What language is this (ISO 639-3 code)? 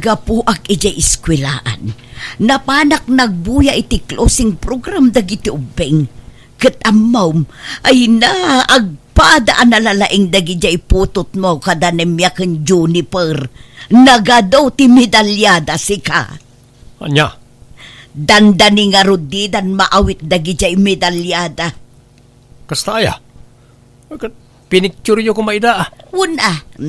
ilo